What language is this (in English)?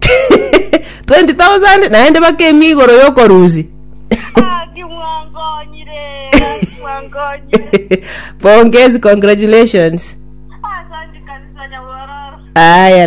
Gusii